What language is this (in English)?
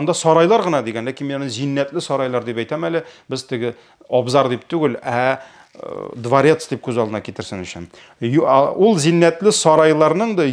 Tatar